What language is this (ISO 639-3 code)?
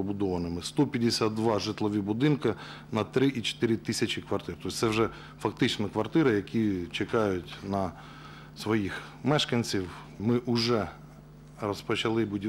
ukr